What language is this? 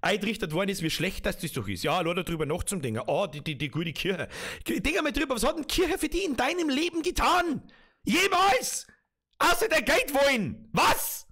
Bavarian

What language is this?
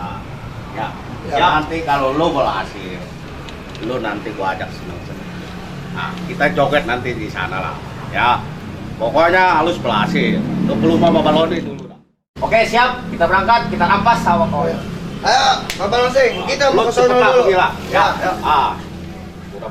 Betawi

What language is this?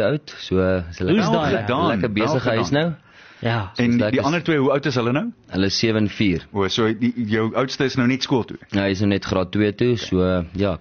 Afrikaans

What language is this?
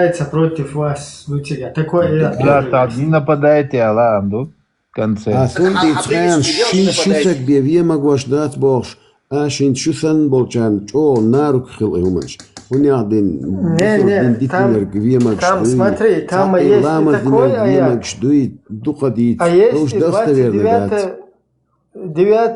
Chechen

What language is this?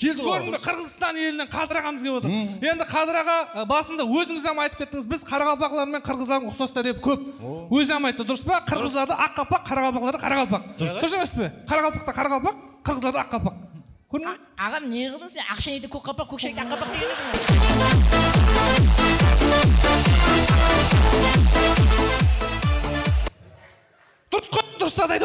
Kara-Kalpak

